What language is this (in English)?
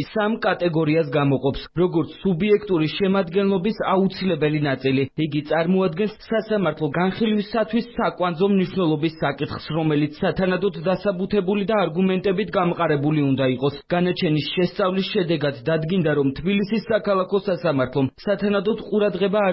Georgian